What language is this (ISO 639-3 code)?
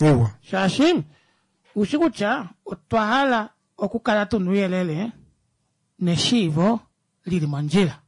kua